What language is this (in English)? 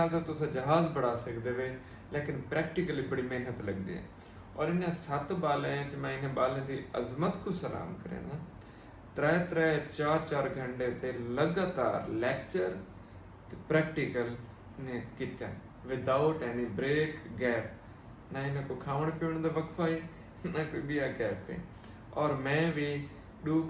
Saraiki